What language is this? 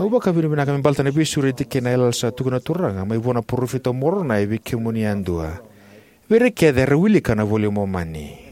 Fijian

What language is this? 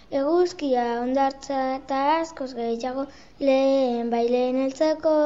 Basque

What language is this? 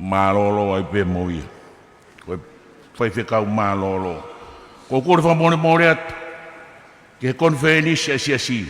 Tongan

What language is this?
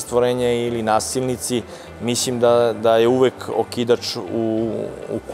Serbian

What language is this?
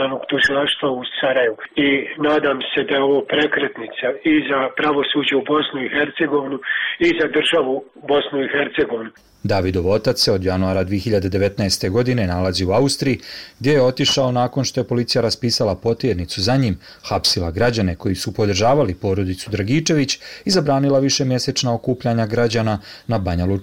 Bosnian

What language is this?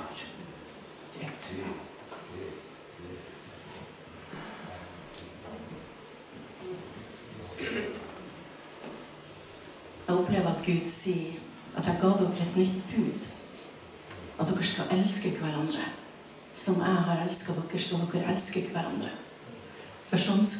Norwegian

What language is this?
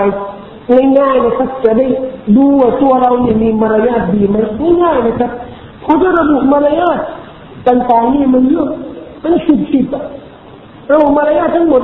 Thai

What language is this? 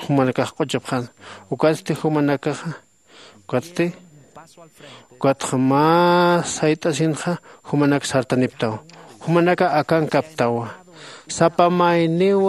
Aymara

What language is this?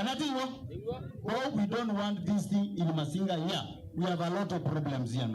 Kamba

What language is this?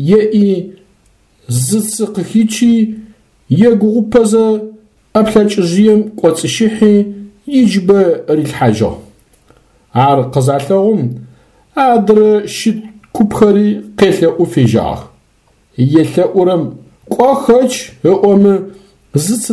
Adyghe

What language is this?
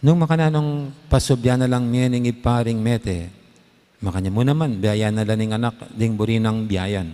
Pampanga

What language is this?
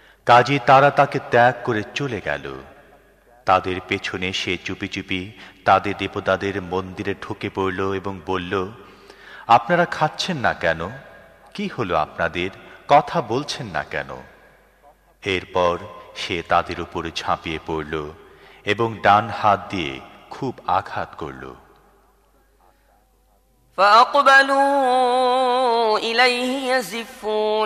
Bangla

